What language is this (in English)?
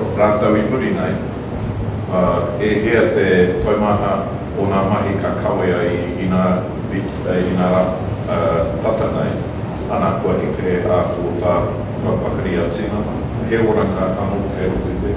Māori